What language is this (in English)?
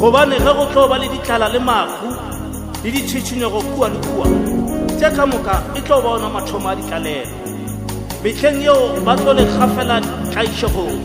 Northern Sotho